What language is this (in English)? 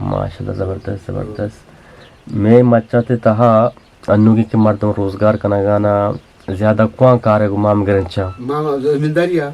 Eastern Balochi